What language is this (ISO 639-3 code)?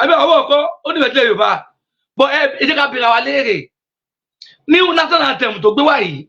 yor